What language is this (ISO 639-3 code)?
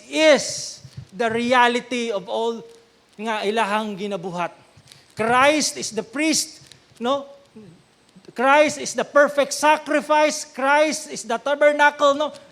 ceb